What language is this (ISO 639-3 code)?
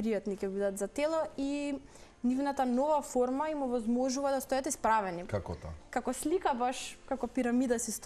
mkd